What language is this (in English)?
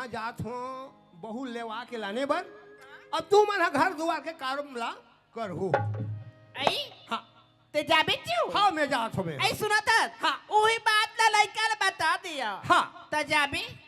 Chhattisgarhi